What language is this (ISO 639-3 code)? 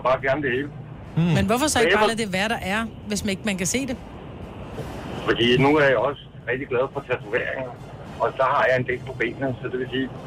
dan